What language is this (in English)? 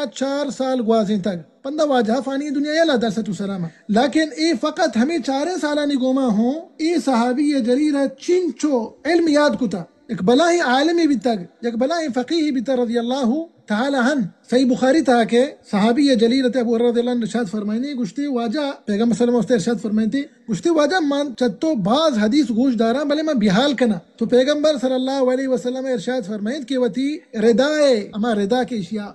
Baluchi